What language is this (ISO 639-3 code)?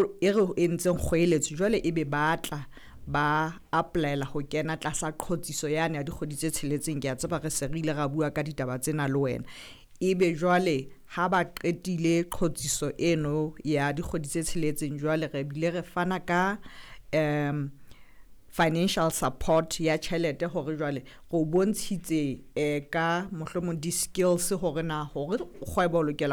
sot